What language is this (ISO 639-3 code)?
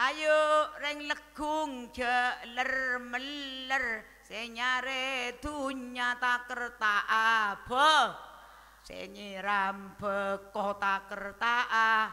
mad